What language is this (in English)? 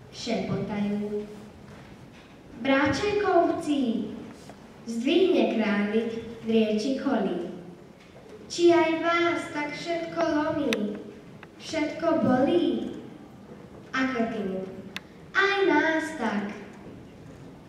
Slovak